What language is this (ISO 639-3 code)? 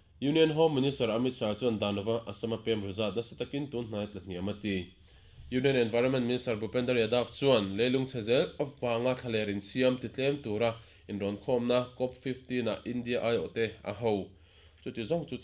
lus